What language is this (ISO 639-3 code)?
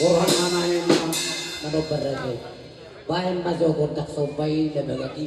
bbc